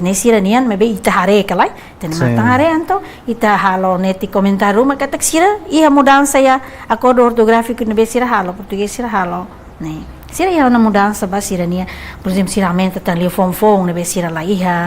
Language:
Tetum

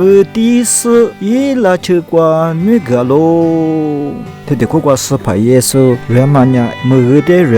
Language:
Lisu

